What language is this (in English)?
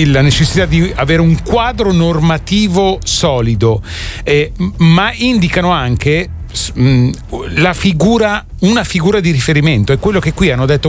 Italian